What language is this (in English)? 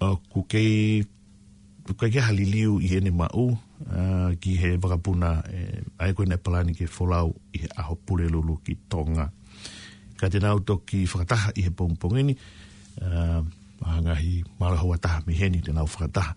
Tongan